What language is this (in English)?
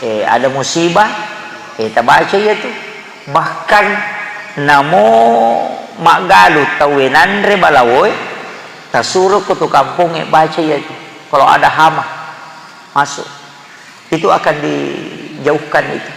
Buginese